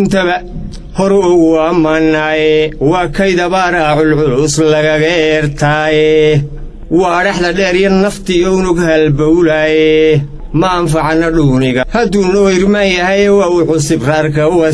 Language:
Somali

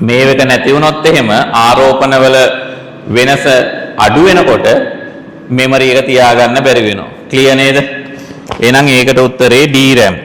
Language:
Sinhala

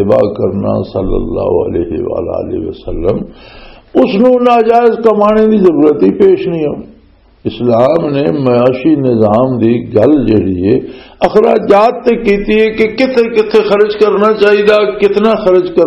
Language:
Western Panjabi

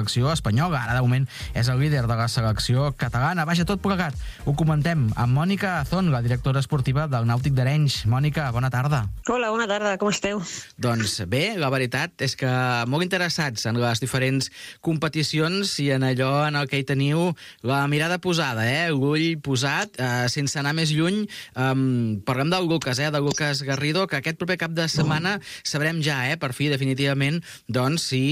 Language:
Catalan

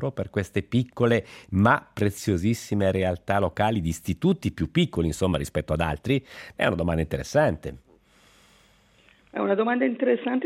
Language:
Italian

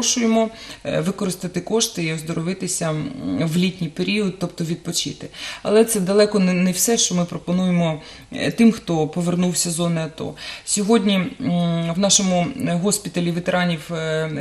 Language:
Ukrainian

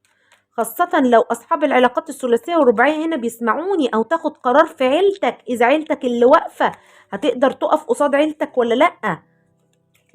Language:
Egyptian Arabic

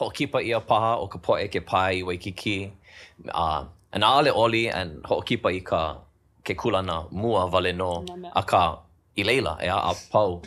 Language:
Hawaiian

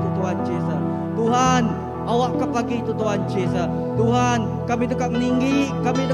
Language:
Iban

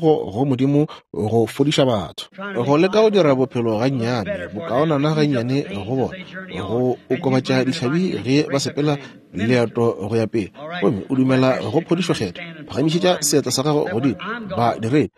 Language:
Northern Sotho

